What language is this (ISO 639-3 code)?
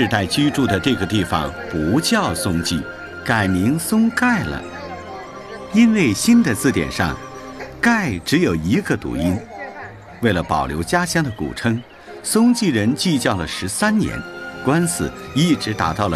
zho